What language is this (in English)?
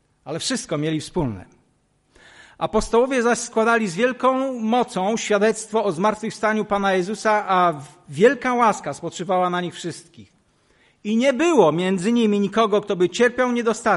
Polish